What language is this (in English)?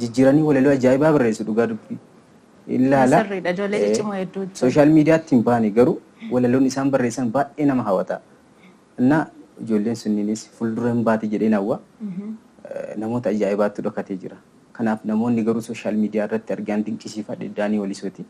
Oromo